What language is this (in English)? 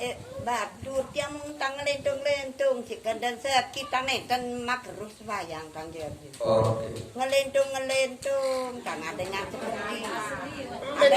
Sasak